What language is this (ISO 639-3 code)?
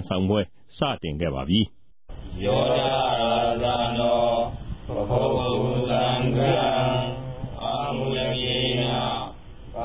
mya